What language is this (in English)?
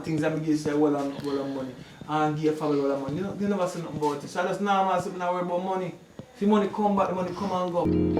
Jamaican Creole English